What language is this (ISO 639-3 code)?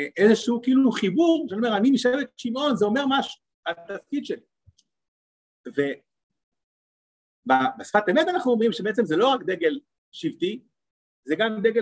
heb